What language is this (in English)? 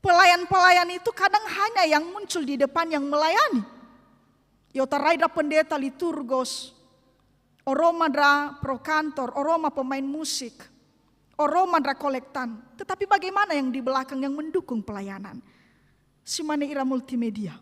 Nias